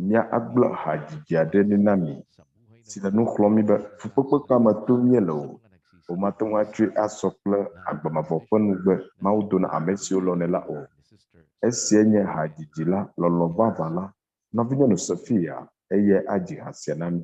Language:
Ewe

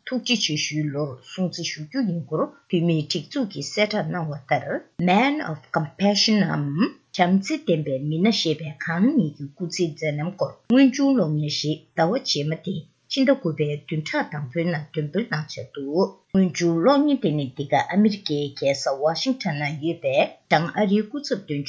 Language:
Tibetan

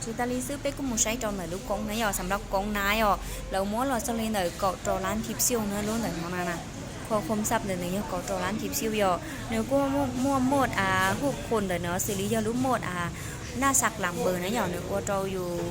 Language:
Hmong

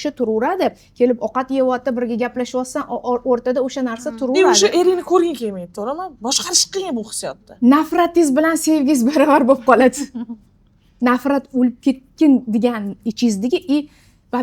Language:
Uzbek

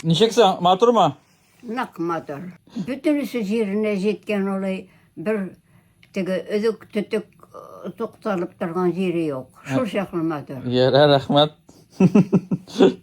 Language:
Tatar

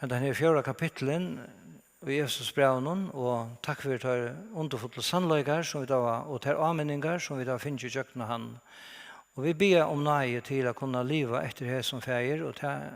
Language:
Faroese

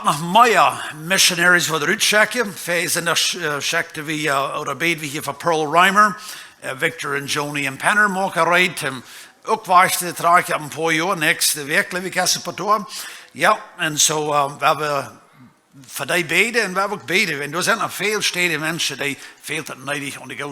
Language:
Plautdietsch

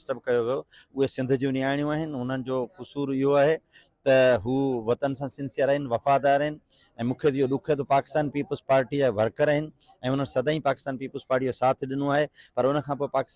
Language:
Sindhi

